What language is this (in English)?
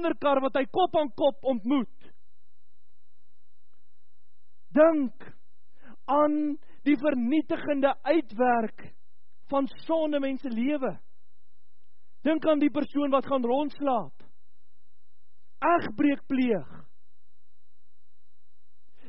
Afrikaans